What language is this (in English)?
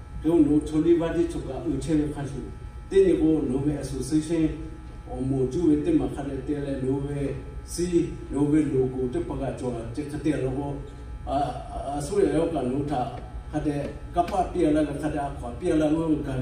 Lahu